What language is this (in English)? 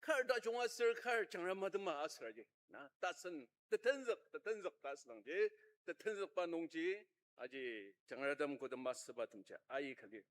Ao Naga